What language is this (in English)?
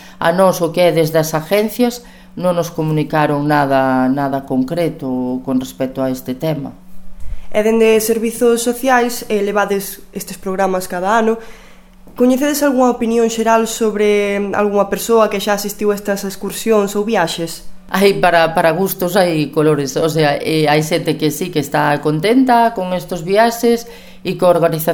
Galician